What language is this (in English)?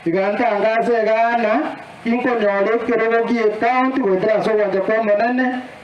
Gusii